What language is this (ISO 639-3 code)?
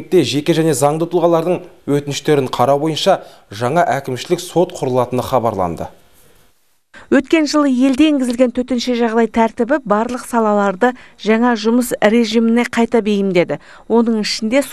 kaz